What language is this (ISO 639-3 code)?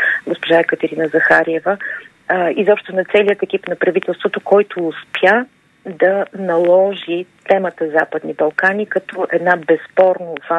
bul